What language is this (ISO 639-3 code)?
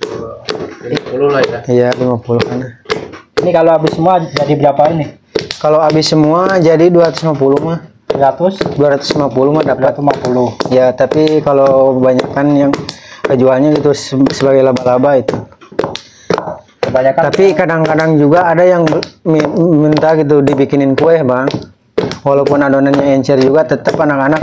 ind